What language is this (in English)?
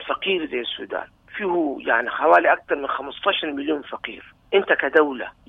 Sudanese Arabic